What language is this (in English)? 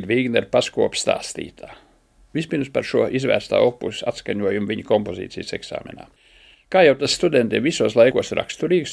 Latvian